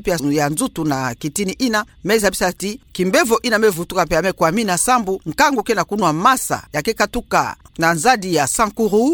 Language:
Kituba (Democratic Republic of Congo)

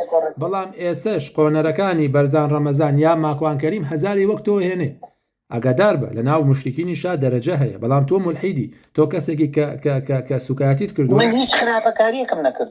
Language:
Central Kurdish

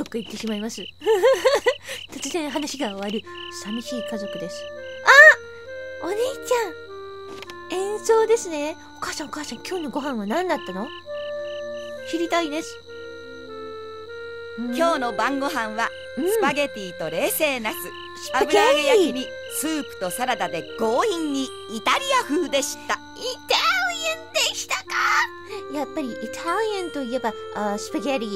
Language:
Japanese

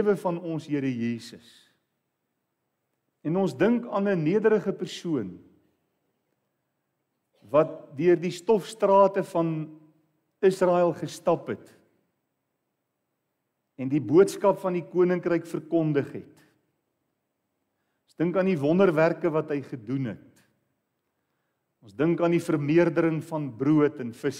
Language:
Afrikaans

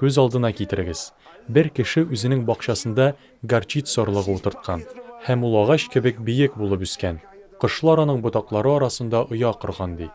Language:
Tatar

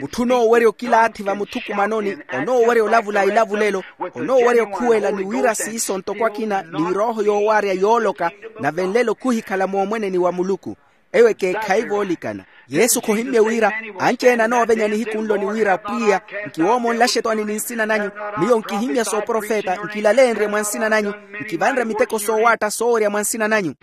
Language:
Makhuwa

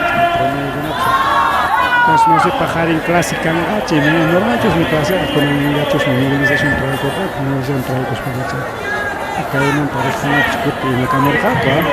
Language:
Ayacucho Quechua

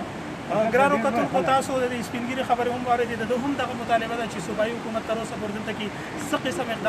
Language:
Pashto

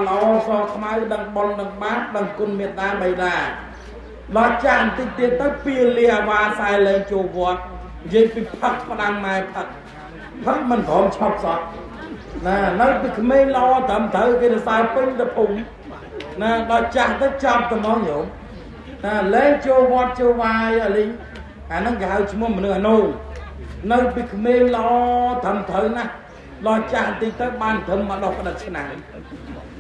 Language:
Khmer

